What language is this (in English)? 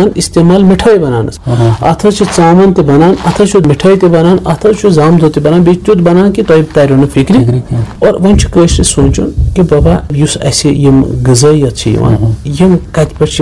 Kashmiri